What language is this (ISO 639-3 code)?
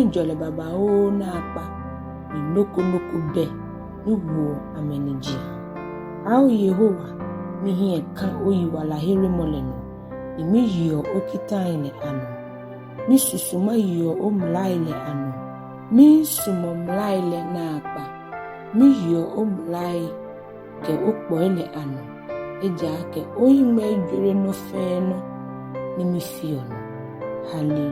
gaa